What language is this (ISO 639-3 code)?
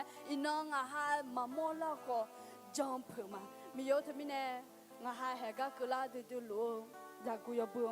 ahk